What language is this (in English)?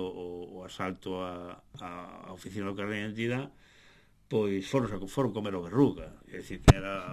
Galician